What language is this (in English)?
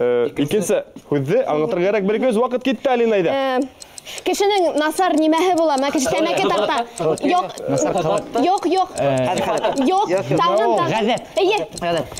Bashkir